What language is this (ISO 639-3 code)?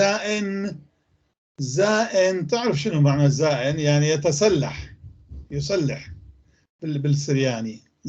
apc